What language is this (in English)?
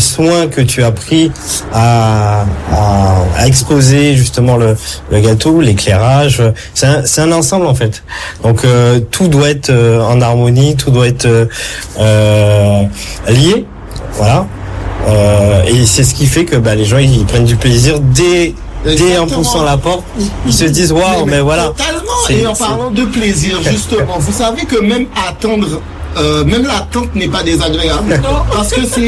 French